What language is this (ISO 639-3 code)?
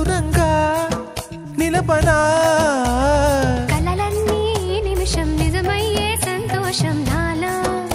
tel